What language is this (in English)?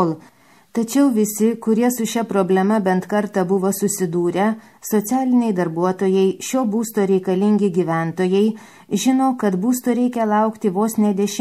Lithuanian